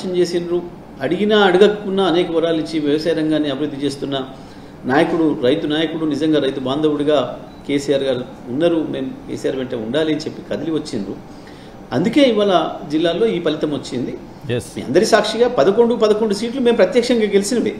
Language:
Telugu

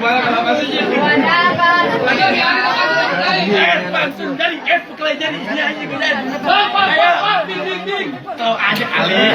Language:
Betawi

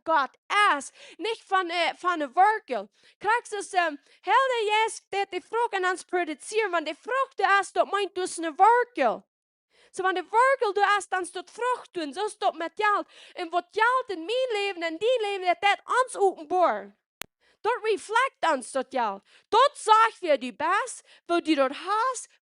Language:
Plautdietsch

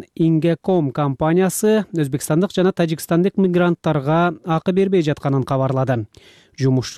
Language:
Kyrgyz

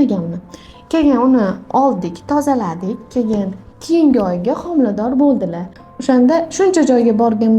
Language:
Uzbek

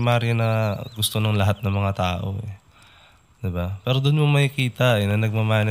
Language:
Filipino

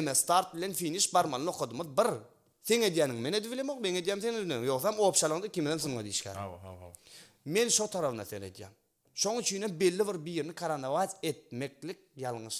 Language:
Turkmen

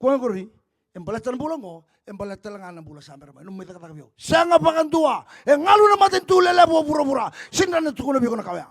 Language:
Fijian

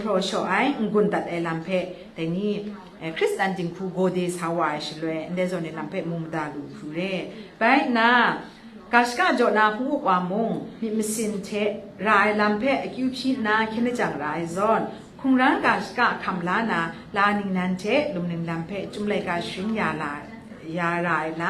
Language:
Kachin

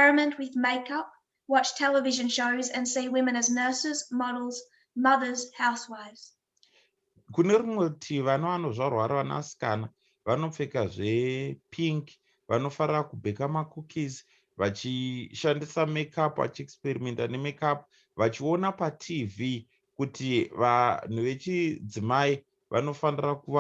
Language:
Shona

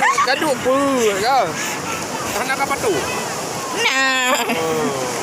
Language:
Achinese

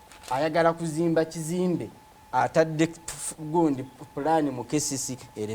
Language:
Ganda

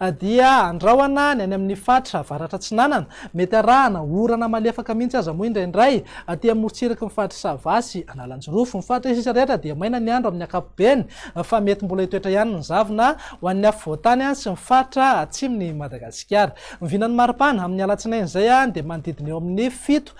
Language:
Malagasy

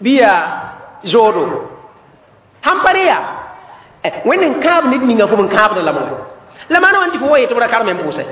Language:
Mossi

